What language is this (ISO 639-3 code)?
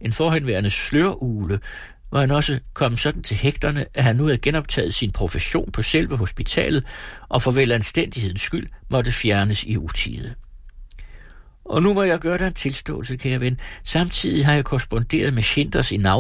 dan